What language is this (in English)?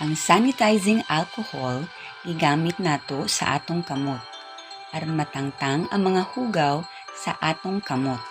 Cebuano